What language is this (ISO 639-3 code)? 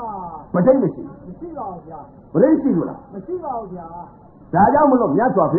mya